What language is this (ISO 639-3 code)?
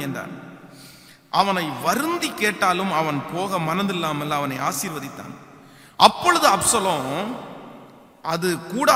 tam